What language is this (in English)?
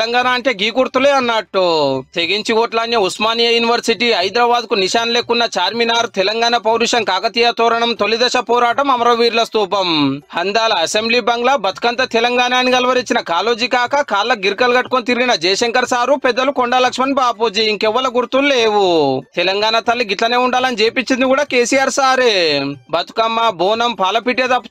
Telugu